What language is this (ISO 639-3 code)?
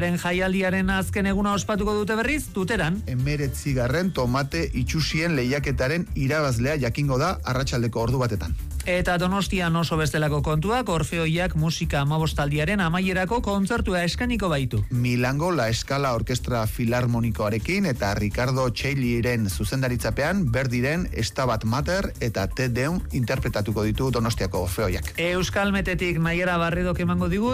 eus